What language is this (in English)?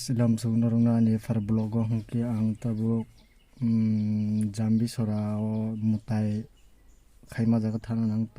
Kok Borok